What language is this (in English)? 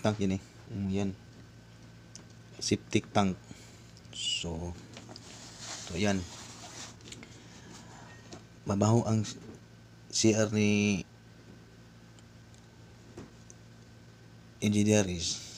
Filipino